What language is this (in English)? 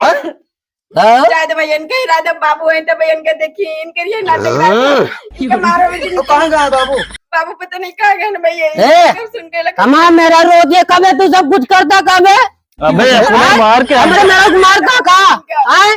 Awadhi